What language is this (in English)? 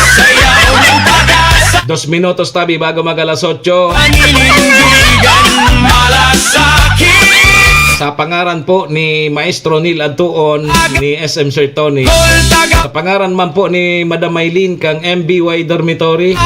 Bikol